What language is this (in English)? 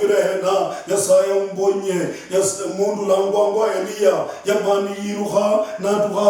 Luyia